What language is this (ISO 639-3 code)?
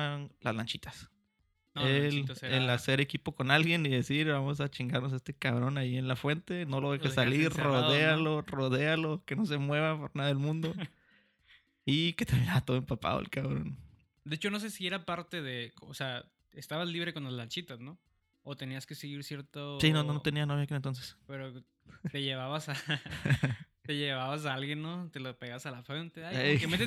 spa